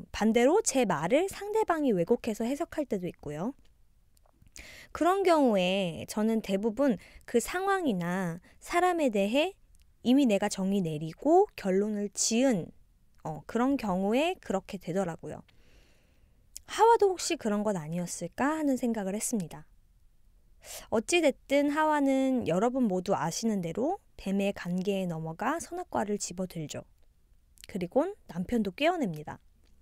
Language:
Korean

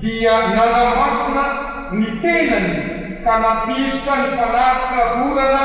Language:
Malagasy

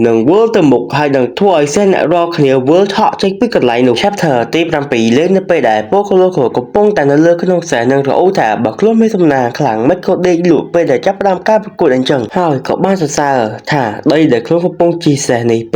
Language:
Khmer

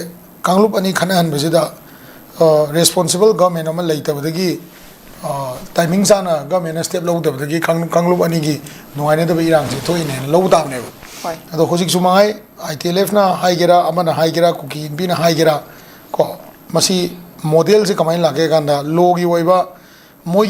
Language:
Manipuri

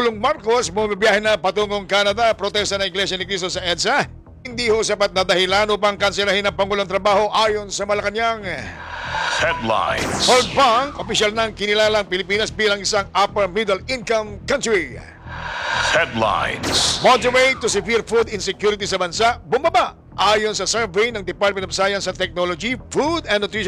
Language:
Filipino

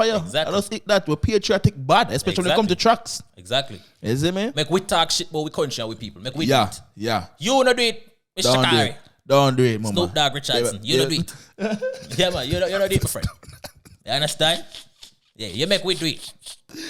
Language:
Jamaican Creole English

